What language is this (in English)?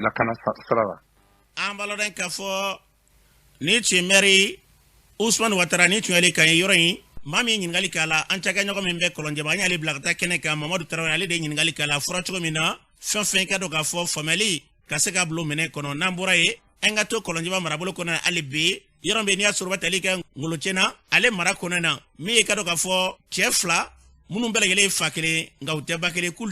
Bambara